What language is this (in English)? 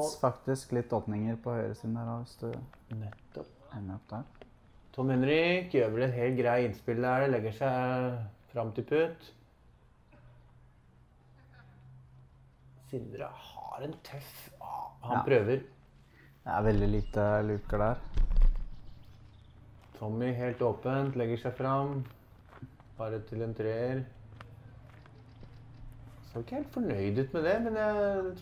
Norwegian